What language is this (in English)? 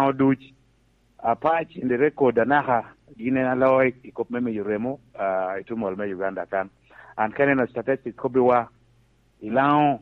Lango (Uganda)